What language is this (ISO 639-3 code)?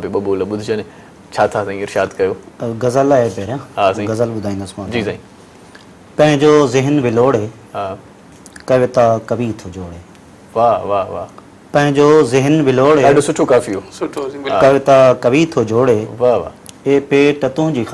snd